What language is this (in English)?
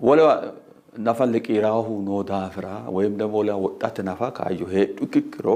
Sidamo